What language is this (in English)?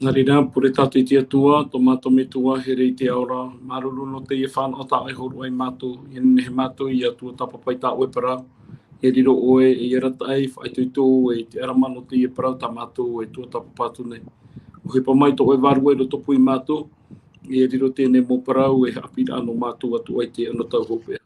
Tahitian